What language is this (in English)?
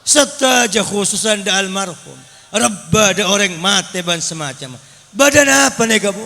Madurese